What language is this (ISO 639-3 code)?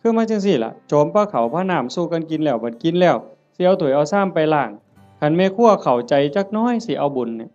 tts